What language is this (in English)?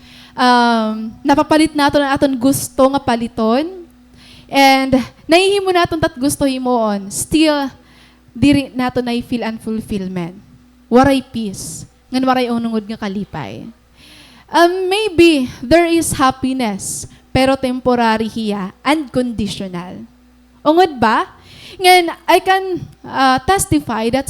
Waray